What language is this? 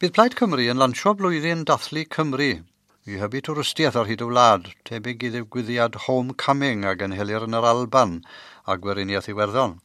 Welsh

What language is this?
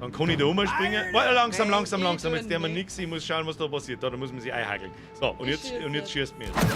Bavarian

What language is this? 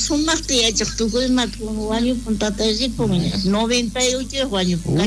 South Bolivian Quechua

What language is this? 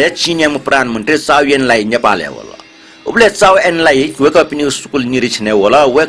Newari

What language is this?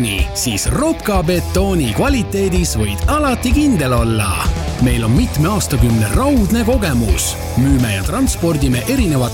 Estonian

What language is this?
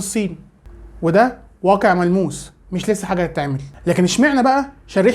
Egyptian Arabic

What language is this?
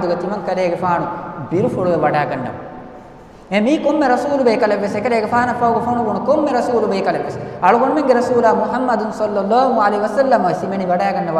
Divehi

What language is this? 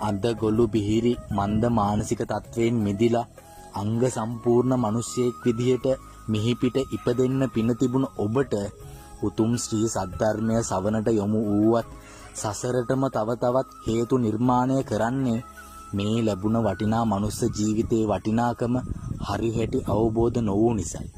Sinhala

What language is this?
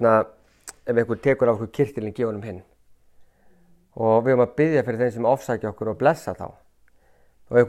Icelandic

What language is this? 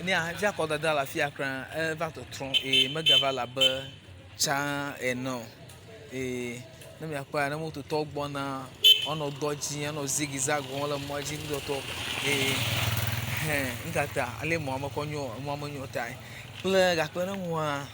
Ewe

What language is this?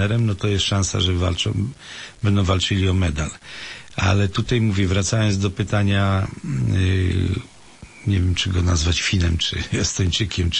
Polish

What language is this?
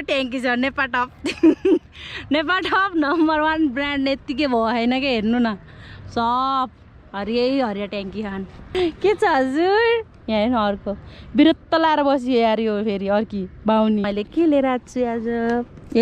Nepali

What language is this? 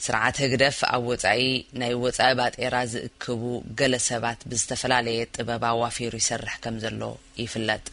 Tigrinya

